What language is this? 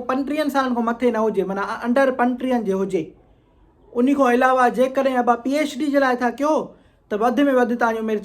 Sindhi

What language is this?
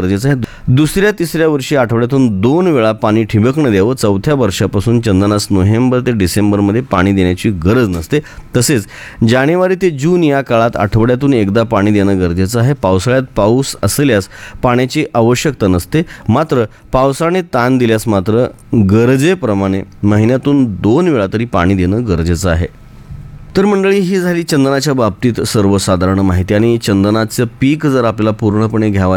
Marathi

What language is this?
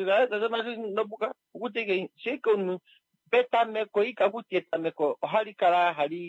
Kuanyama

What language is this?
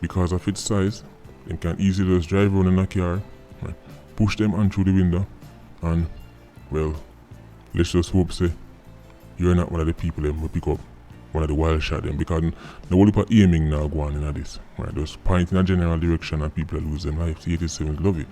Jamaican Creole English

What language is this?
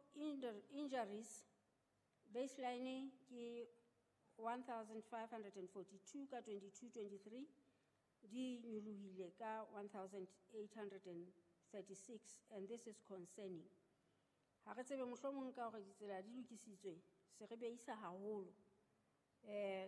Southern Sotho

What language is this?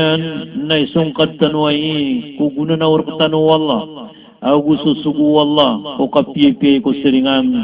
Maranao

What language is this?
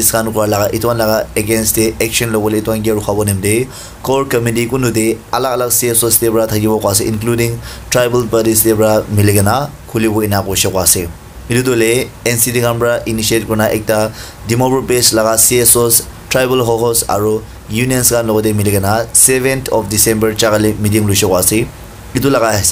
Naga Pidgin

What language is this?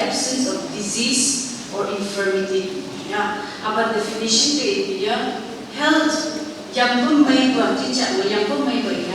Phom Naga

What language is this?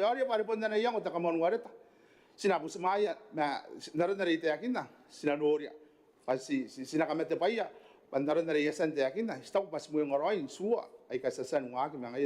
Gilbertese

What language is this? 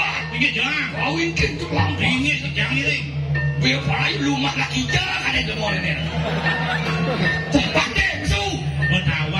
Indonesian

